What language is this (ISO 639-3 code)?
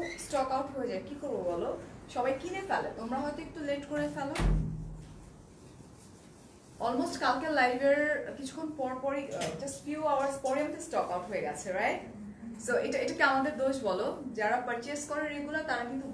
ben